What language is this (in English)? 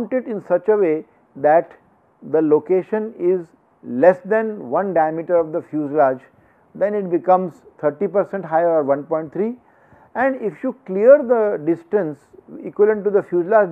English